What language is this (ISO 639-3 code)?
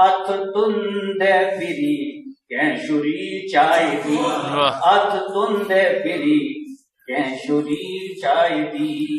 doi